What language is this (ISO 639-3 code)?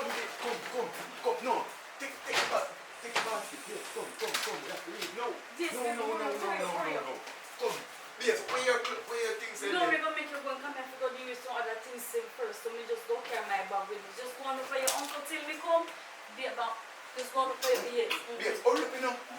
jam